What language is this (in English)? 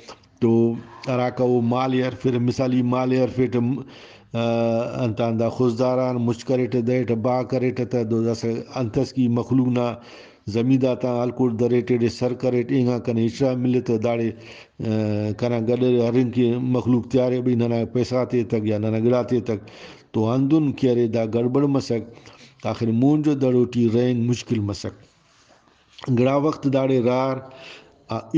Brahui